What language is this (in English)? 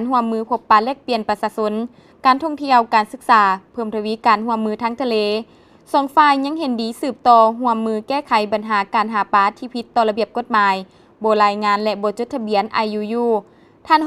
Lao